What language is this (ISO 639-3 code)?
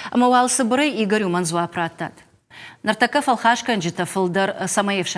oss